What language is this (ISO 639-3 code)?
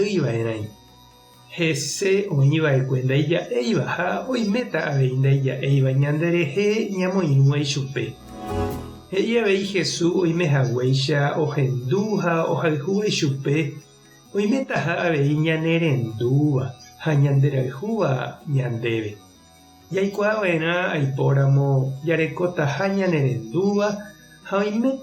grn